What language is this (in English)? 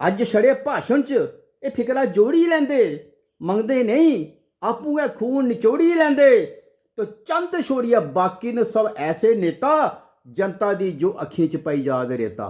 Dogri